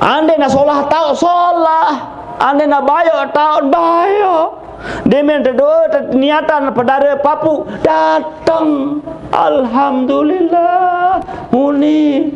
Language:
Sasak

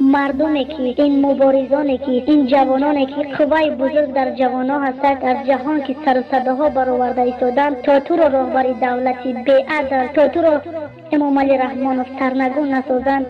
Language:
Tajik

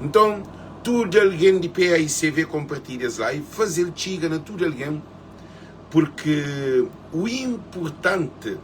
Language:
Kabuverdianu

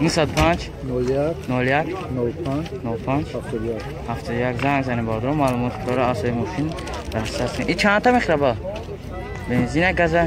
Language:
Tajik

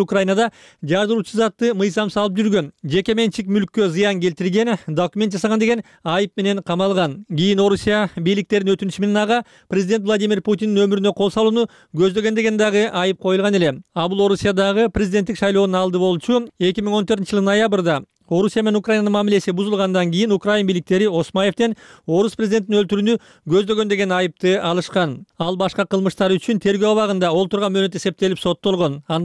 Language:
Kyrgyz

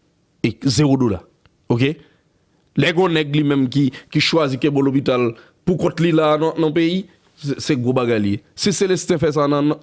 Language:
Haitian Creole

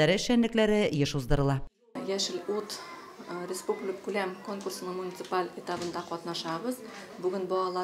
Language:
Tatar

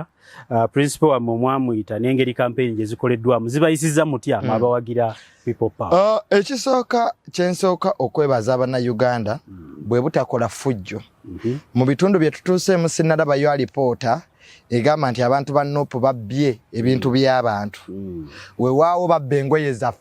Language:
Ganda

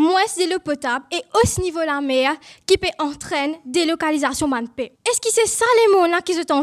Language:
Morisyen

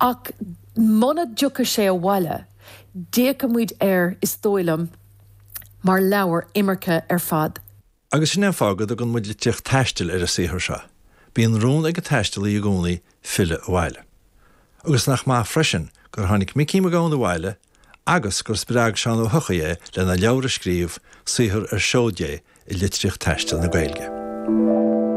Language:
Irish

